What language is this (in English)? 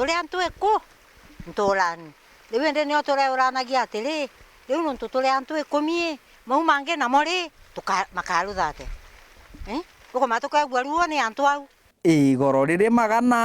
Meru